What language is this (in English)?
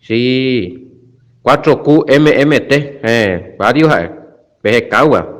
Guarani